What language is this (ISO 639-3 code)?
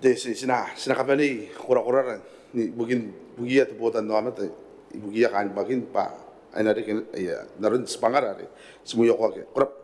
gil